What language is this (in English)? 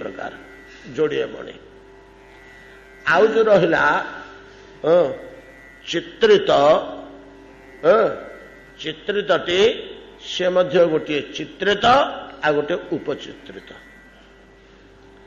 Odia